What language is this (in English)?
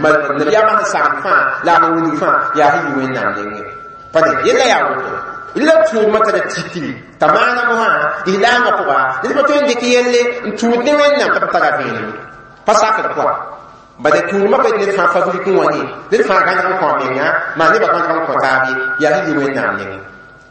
Mossi